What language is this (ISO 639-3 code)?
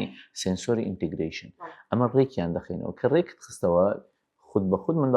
ckb